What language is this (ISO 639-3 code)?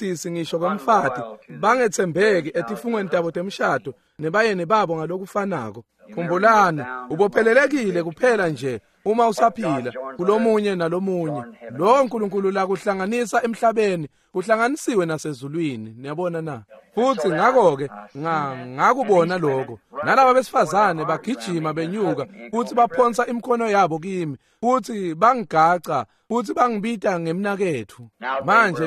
ssw